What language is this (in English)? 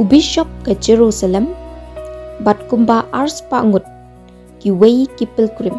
Khasi